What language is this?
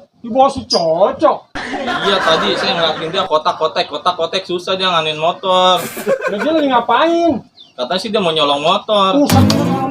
Betawi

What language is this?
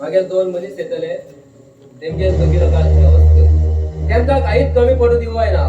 Konkani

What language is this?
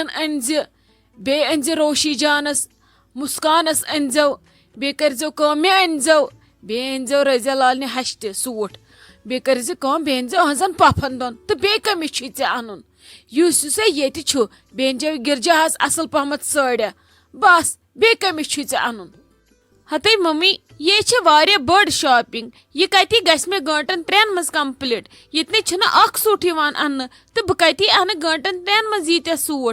Kashmiri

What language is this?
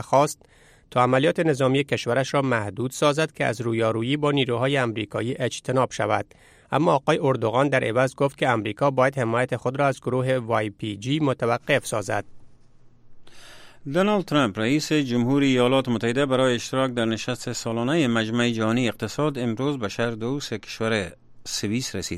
Persian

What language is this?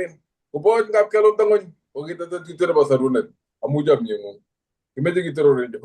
Kalenjin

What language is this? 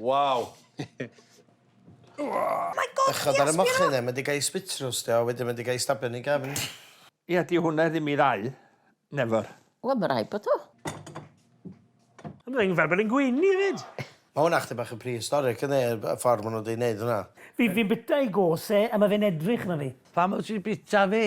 Welsh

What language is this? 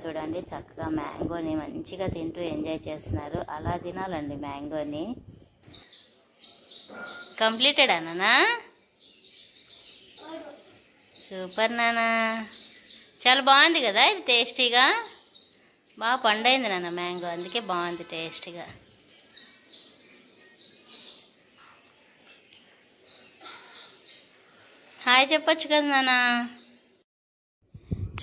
Telugu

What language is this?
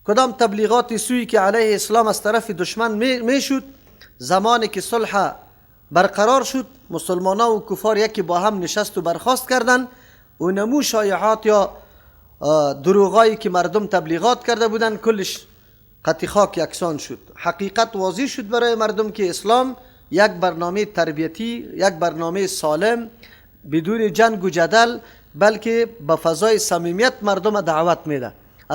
Persian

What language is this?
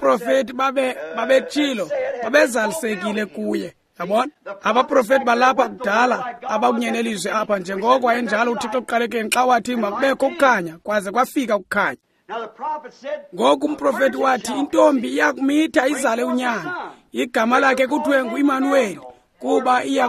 Xhosa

